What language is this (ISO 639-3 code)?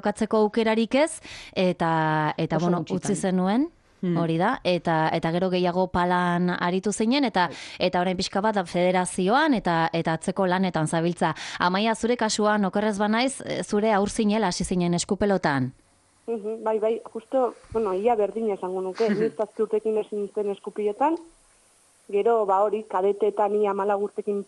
eus